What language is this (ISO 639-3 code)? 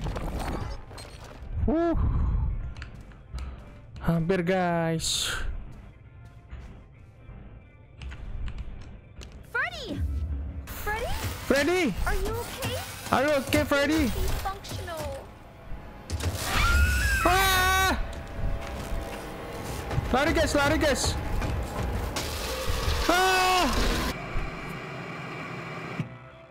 ind